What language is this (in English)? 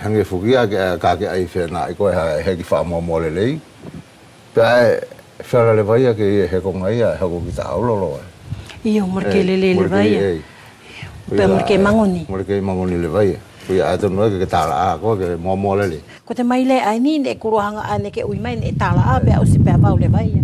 Wallisian